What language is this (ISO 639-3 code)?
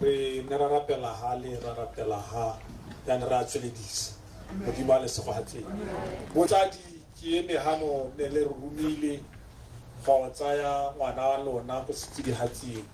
tsn